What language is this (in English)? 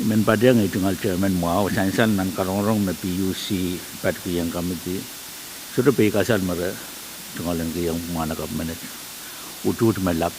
Pohnpeian